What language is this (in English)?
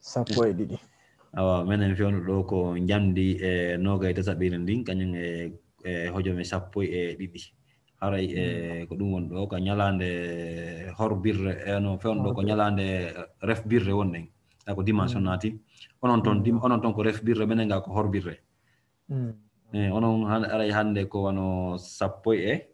Fula